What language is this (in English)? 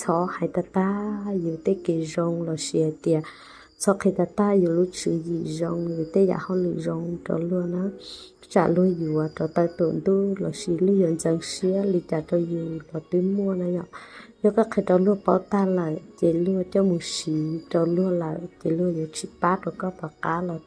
Hmong